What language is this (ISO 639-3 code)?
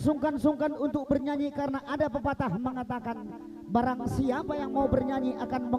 btx